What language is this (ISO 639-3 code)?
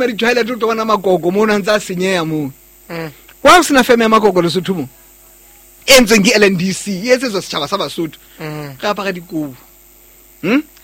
sot